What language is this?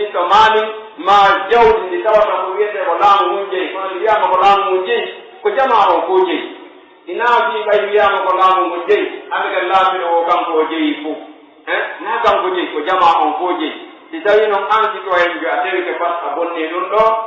Pular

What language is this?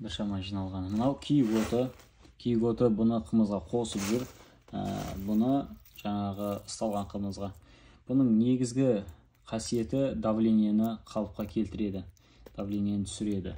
Kazakh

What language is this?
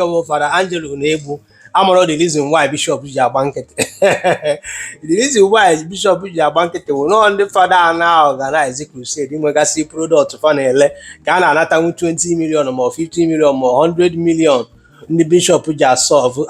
Igbo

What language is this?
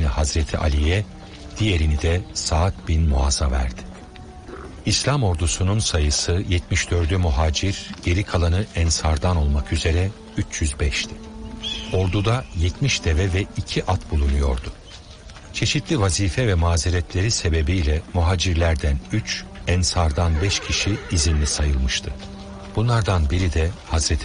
Turkish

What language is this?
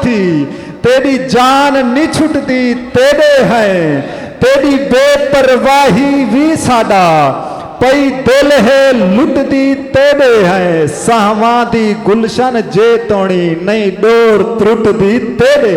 Saraiki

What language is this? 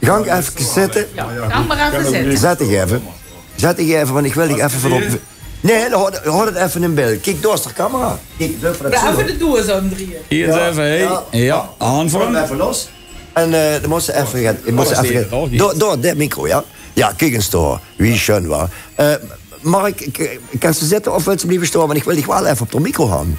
Limburgish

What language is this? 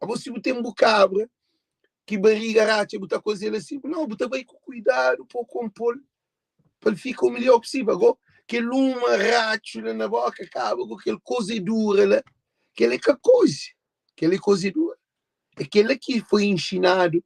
Kabuverdianu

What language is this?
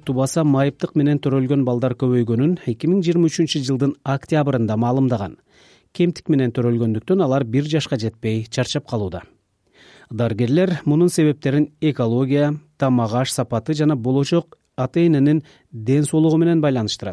Kyrgyz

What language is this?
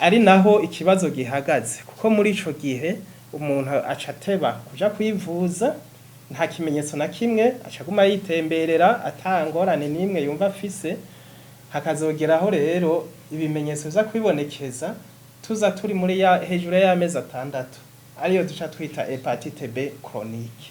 Rundi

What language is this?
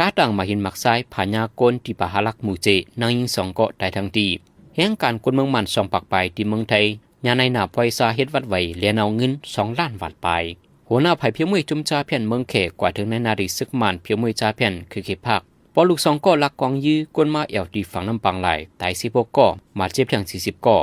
Shan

